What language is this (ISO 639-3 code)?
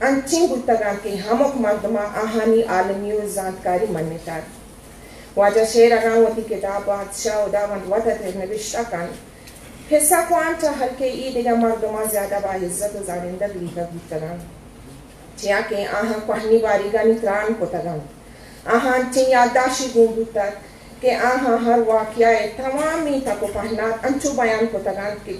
bgp